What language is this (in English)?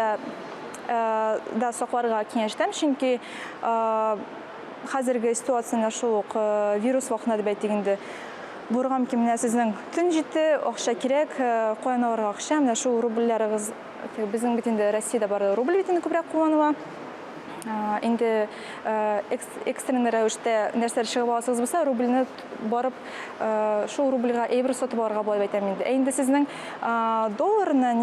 Tatar